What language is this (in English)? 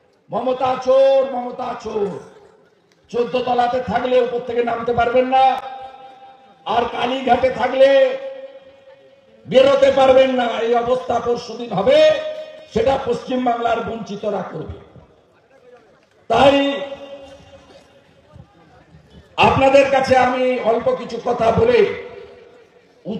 Bangla